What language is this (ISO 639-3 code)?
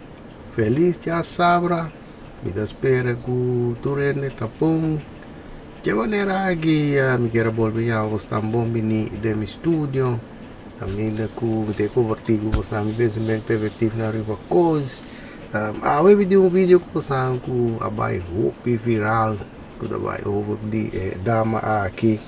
pap